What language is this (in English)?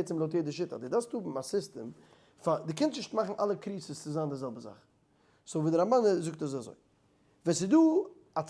Yiddish